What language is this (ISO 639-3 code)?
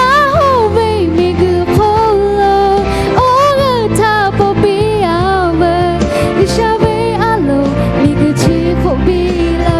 lhu